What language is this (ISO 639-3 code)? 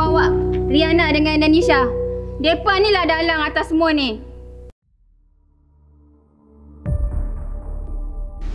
msa